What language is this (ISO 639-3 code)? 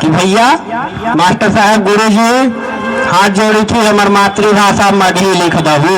mag